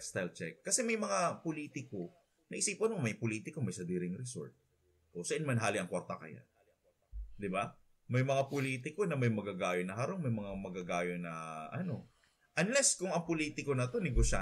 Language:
Bikol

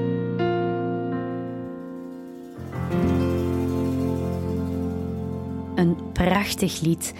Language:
Dutch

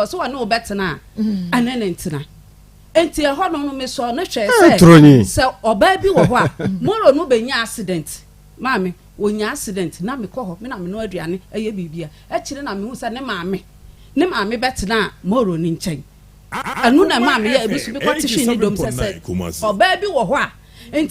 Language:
Akan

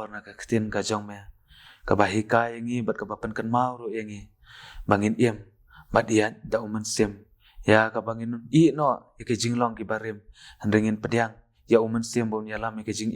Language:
Khasi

